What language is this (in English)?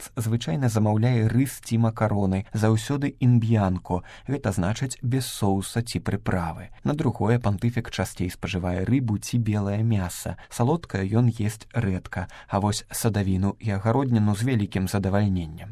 Belarusian